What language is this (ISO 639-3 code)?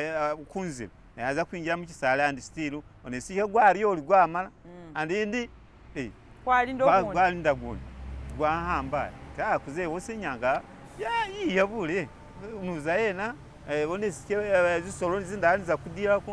myx